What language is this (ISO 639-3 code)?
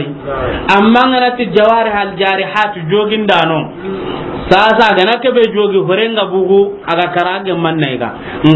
snk